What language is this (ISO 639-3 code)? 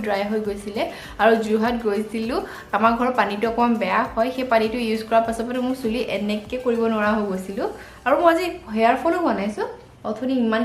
asm